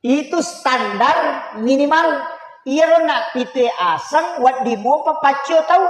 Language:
Buginese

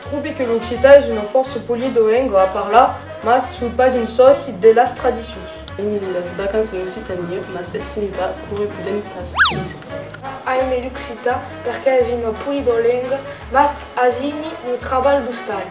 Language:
Occitan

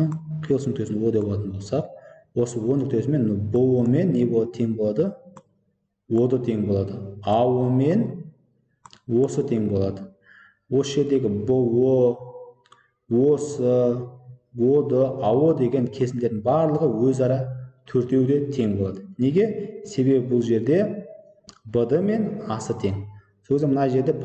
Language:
Kazakh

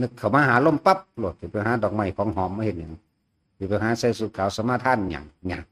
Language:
Northeastern Thai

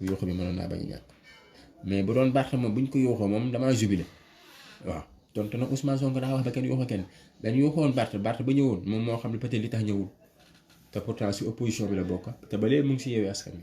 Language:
Wolof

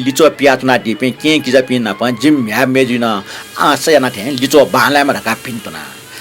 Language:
Newari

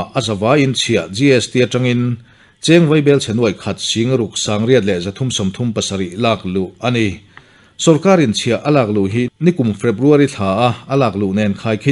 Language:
Mizo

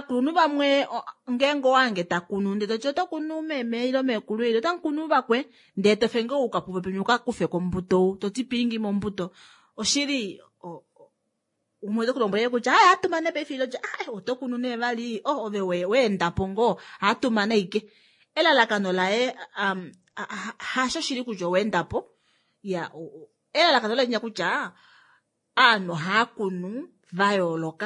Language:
Kuanyama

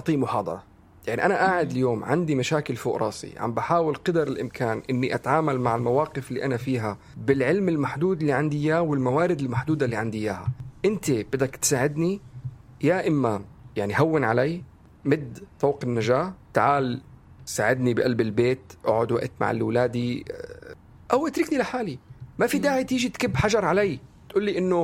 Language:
North Levantine Arabic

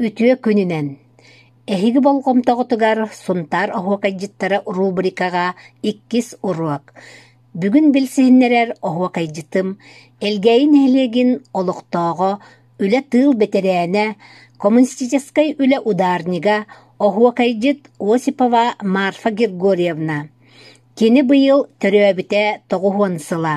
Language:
Yakut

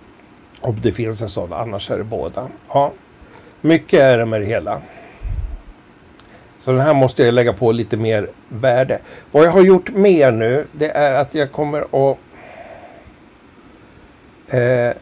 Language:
Swedish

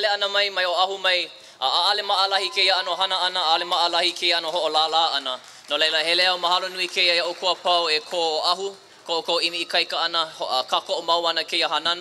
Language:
Hawaiian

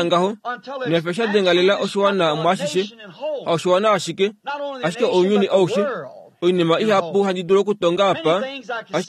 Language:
Kuanyama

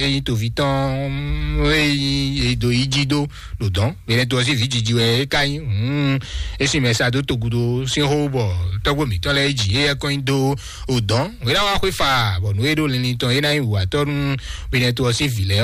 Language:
Fon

